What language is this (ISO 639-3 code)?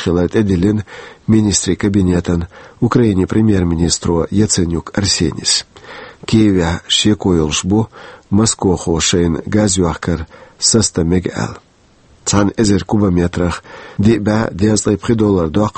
che